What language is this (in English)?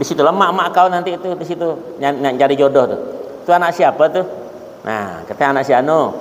Banjar